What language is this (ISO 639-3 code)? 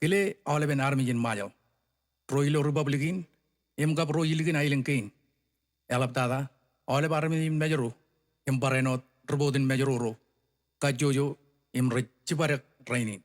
mah